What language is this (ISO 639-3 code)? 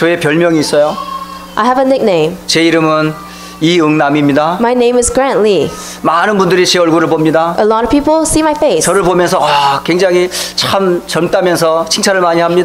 kor